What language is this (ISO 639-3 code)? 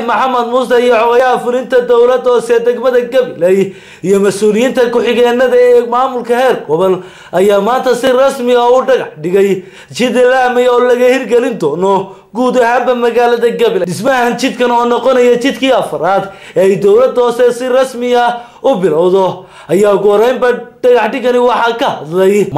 som